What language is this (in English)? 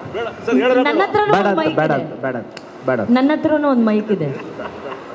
Kannada